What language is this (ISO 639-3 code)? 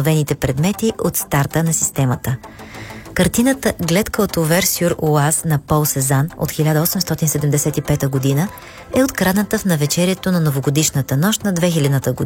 bul